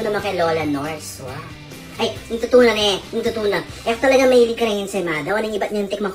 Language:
Pampanga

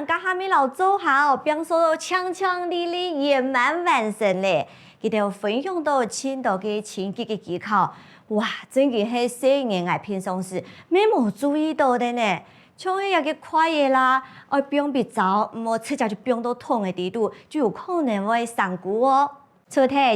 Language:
Hakka Chinese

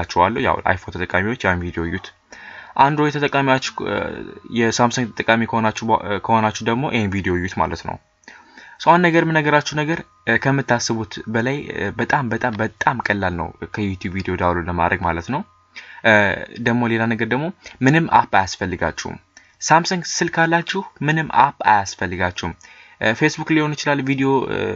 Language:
Amharic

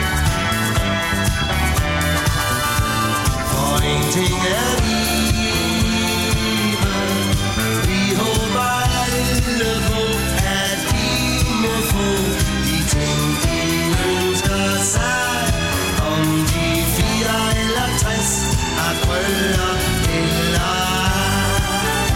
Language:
Danish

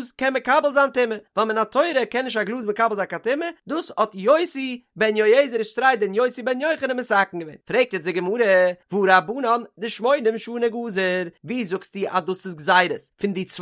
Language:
Yiddish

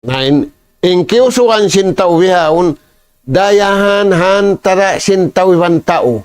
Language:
Tausug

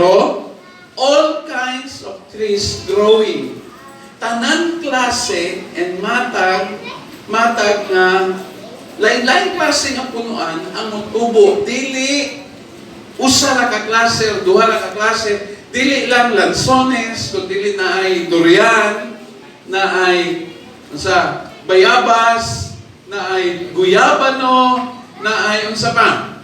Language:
Cebuano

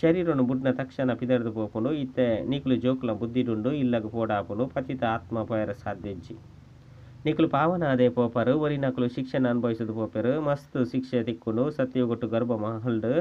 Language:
Tulu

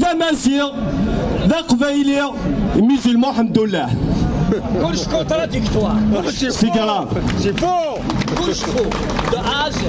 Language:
Kabyle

